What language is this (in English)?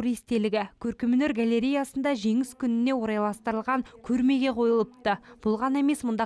Kazakh